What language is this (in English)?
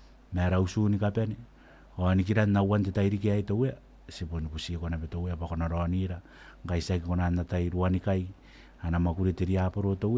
Gilbertese